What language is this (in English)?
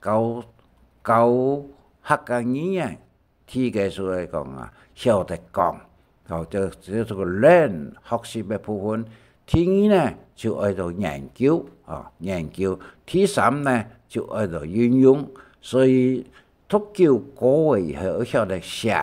Hakka Chinese